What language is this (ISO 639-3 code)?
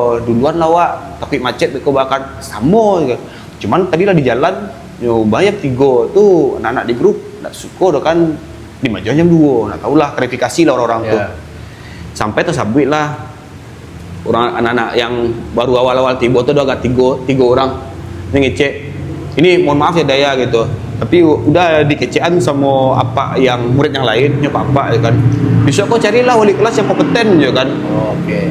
min